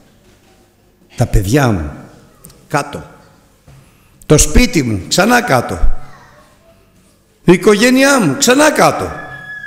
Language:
Greek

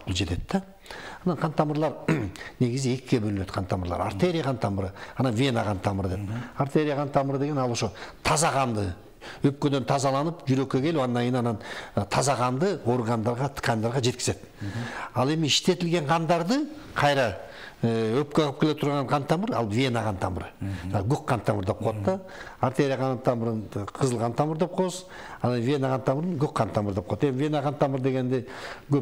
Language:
Kyrgyz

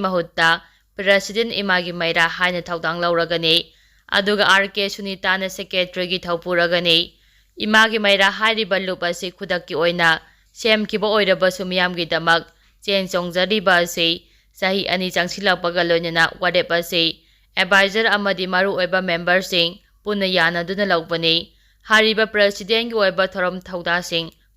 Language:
Manipuri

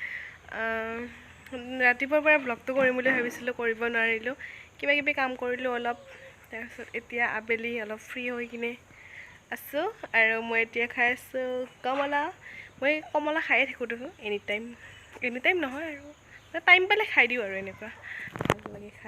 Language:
Assamese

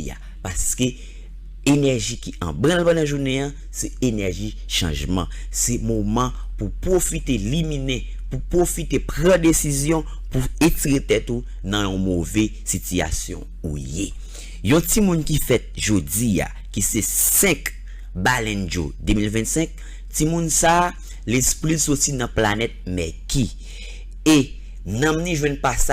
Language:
Haitian Creole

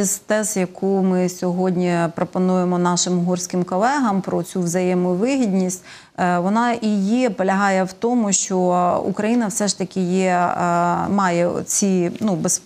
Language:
Ukrainian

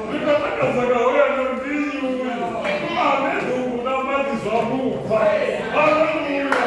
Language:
Venda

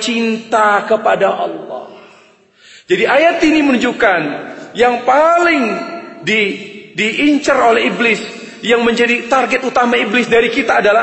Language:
Indonesian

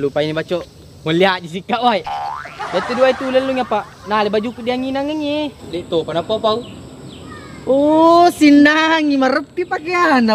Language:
Buginese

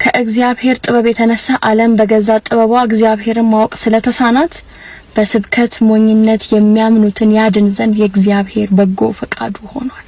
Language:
Amharic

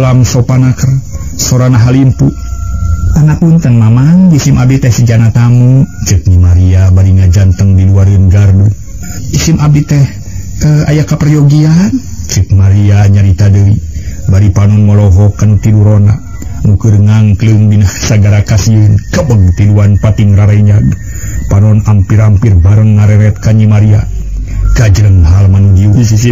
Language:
Sundanese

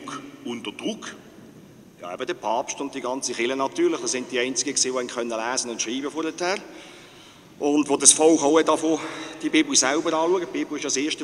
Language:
German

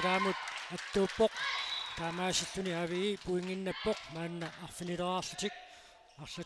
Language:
Kalaallisut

